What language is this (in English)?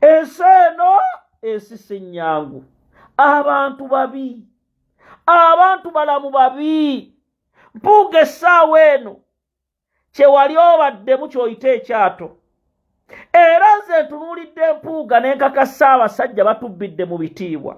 Ganda